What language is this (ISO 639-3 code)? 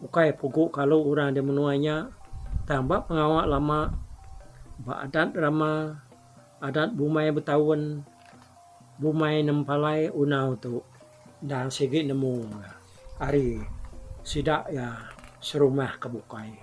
iba